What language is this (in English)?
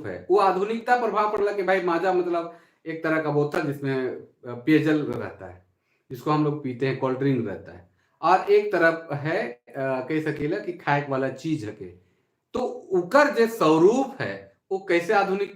Sadri